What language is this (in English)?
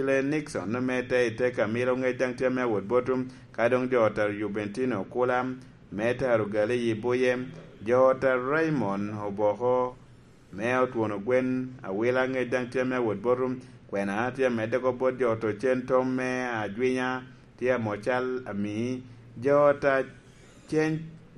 Lango (Uganda)